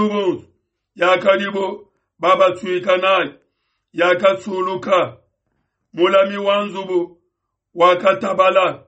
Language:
Luba-Lulua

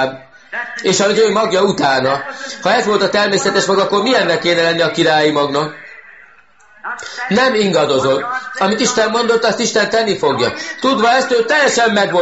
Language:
Hungarian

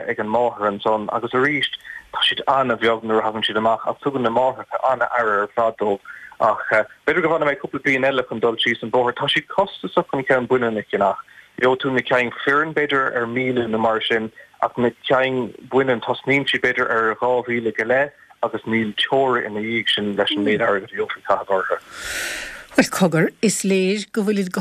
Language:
Irish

